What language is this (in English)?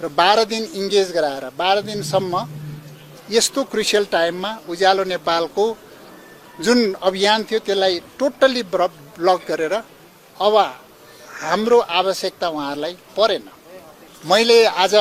Nepali